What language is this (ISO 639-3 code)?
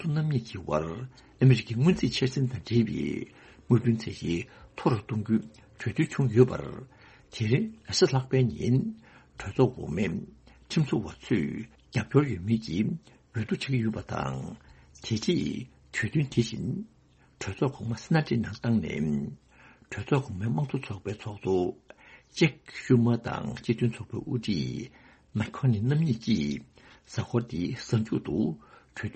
bod